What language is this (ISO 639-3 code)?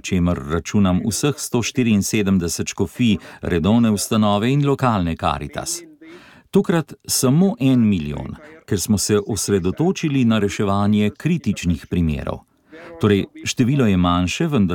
slv